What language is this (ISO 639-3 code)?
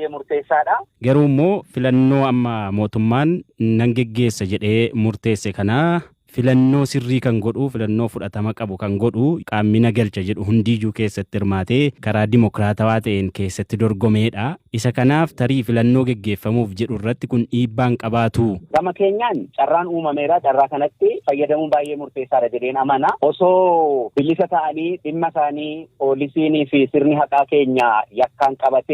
orm